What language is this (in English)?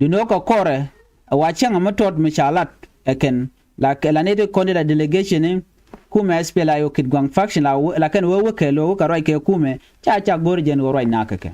Nuer